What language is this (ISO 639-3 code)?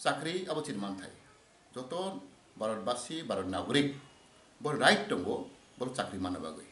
trp